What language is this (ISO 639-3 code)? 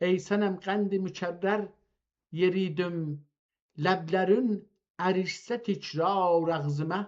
azb